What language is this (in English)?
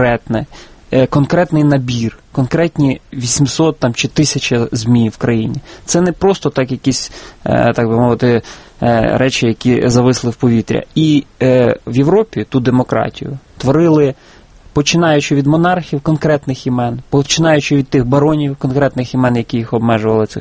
Ukrainian